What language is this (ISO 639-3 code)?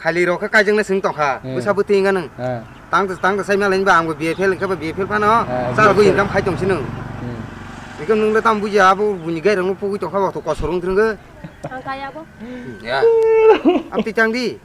trp